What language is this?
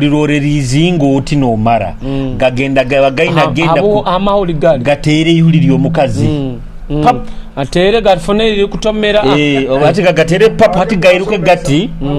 Nyoro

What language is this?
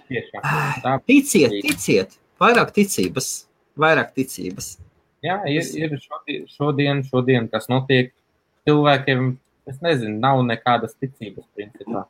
Latvian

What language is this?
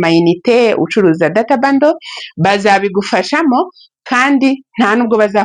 Kinyarwanda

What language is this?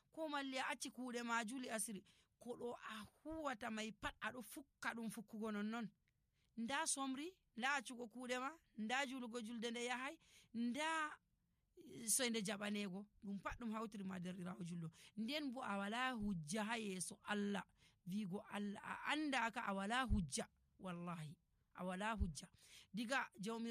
Nigerian Fulfulde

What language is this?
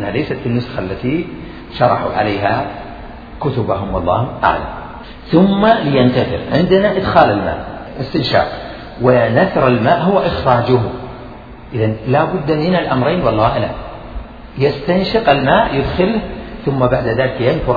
Arabic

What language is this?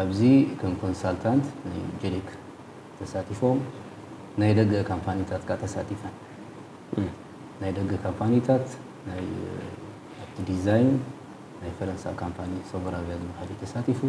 Tigrinya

